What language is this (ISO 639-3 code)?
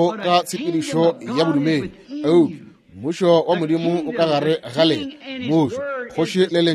nso